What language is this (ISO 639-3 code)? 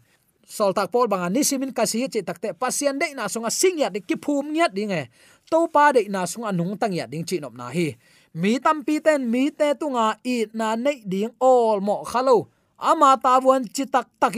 ctd